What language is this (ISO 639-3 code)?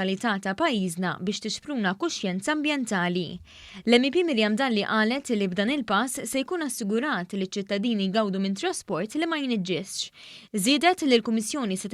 mlt